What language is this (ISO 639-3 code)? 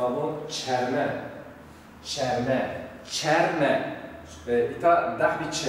zza